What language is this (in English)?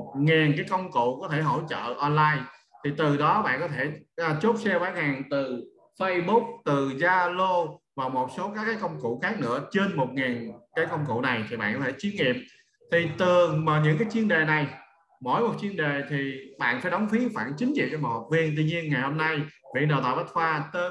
Vietnamese